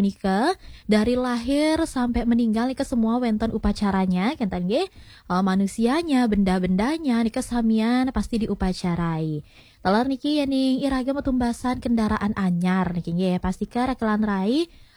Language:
Balinese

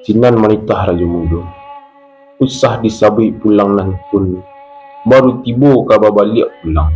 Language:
Minangkabau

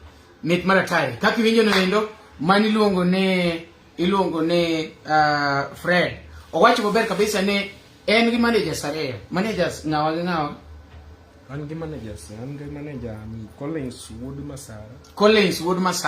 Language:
Luo (Kenya and Tanzania)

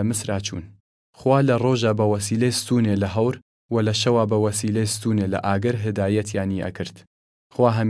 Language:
Southern Kurdish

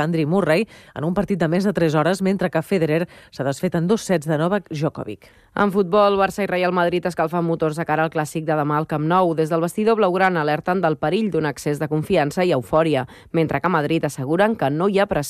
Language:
Catalan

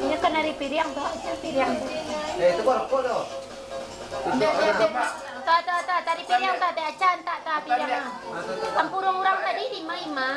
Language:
Minangkabau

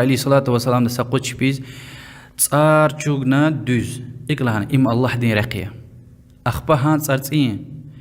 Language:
Lezghian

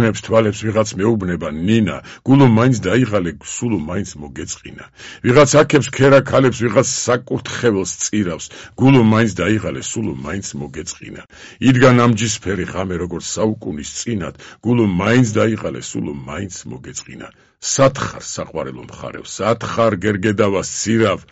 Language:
Georgian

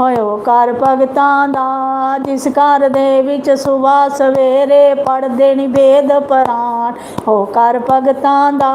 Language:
Dogri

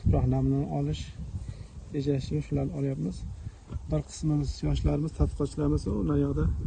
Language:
Uzbek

